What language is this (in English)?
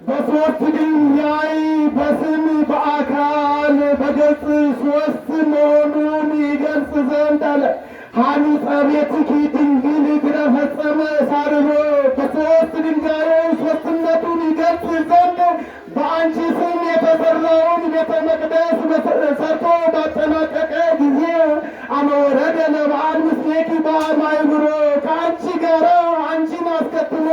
Amharic